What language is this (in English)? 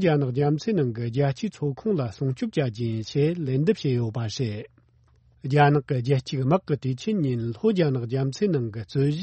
Tibetan